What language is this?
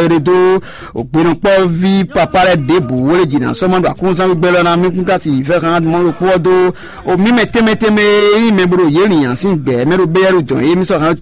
Fon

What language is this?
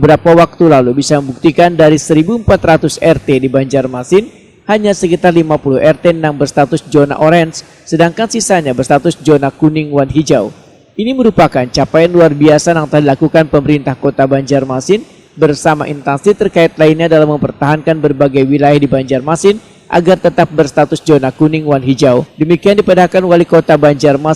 Banjar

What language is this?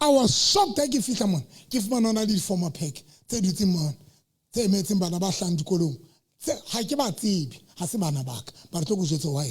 Southern Sotho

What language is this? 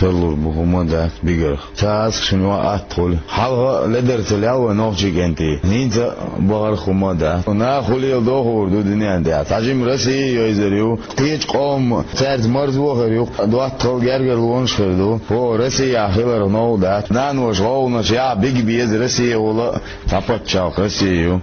Chechen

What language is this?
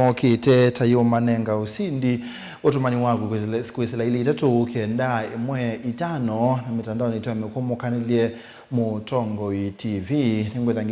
Kamba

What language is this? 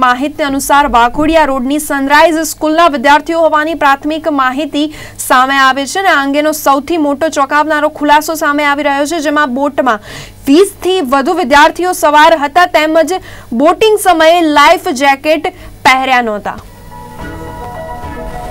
Gujarati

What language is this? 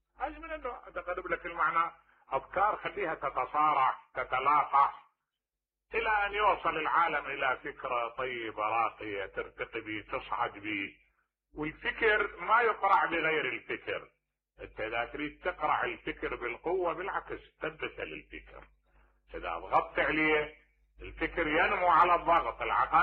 Mesopotamian Arabic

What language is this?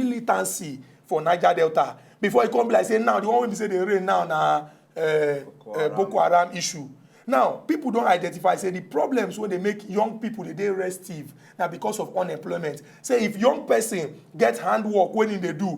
Nigerian Pidgin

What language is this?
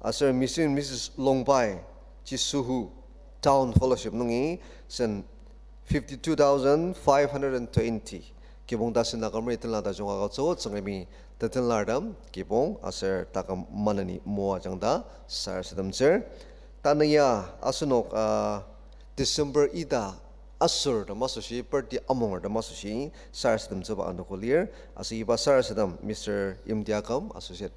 Ao Naga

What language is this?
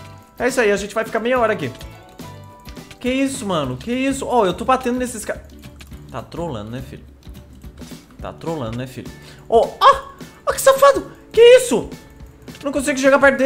Portuguese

